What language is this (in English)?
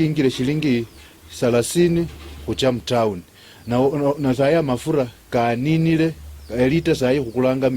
Luyia